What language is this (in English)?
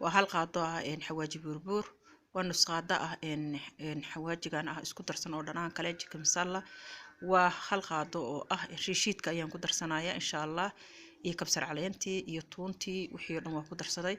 Somali